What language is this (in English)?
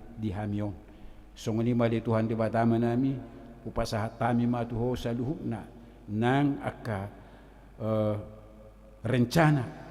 Batak Toba